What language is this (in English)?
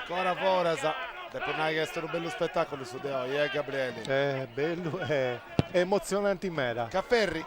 Sardinian